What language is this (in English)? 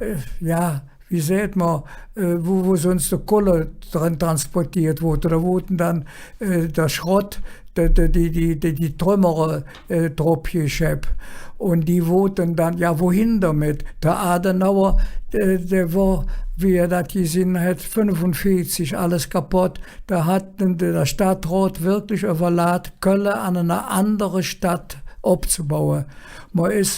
Colognian